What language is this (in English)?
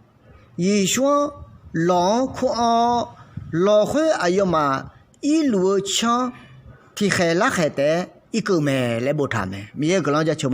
Akha